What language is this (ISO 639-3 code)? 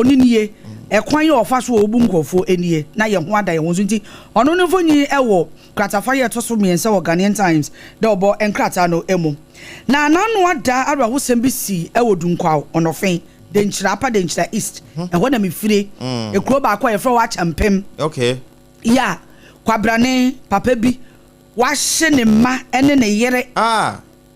aka